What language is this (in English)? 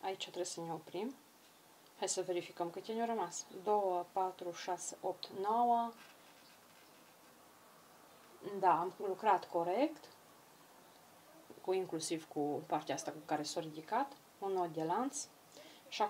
Romanian